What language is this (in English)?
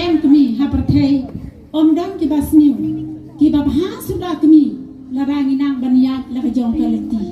Khasi